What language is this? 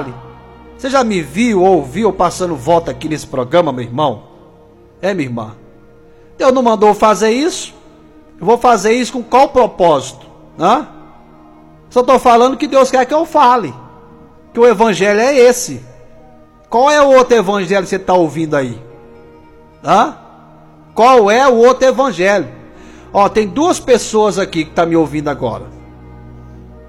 Portuguese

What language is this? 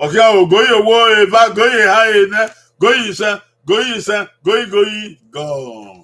Bini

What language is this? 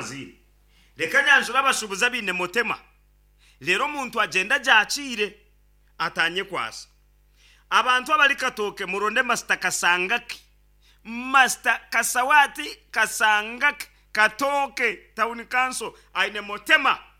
Nyankole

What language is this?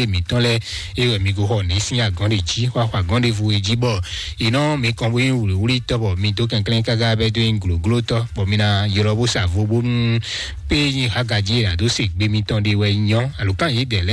Fon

